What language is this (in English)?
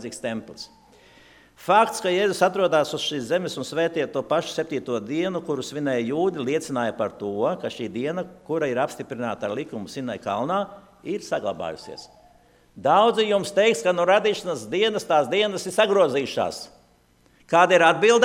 Latvian